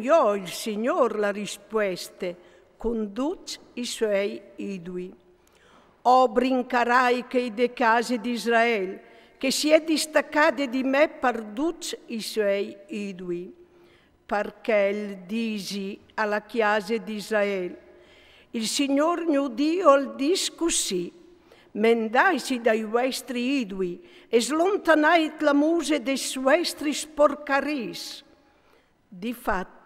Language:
Friulian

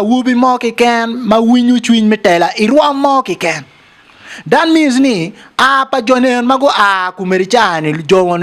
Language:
Acoli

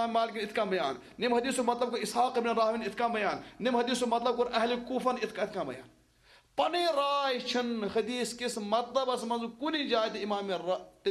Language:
Kashmiri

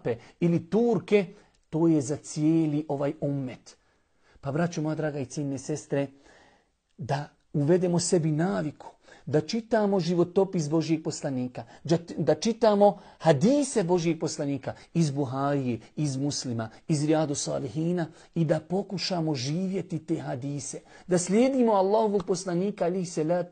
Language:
Bosnian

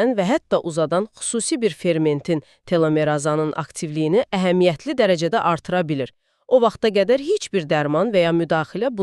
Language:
Azerbaijani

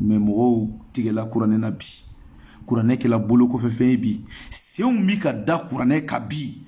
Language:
Bambara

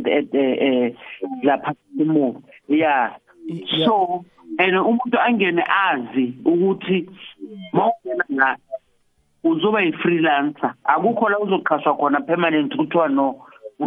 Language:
South Ndebele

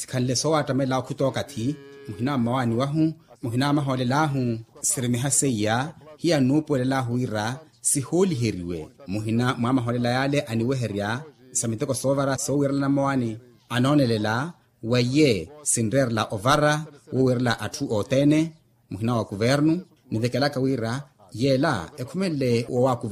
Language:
Makhuwa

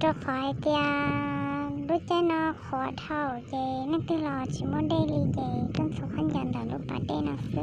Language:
Hmong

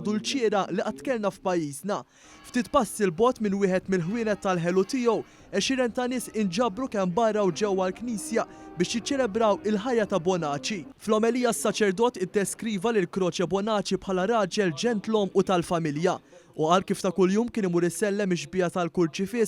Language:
Maltese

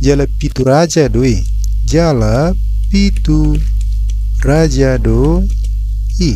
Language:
Batak Toba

